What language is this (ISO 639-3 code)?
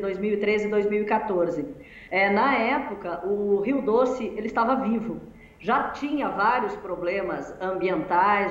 por